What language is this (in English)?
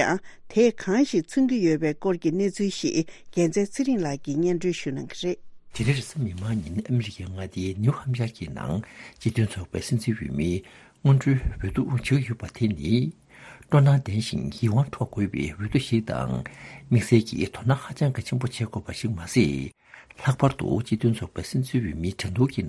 Tibetan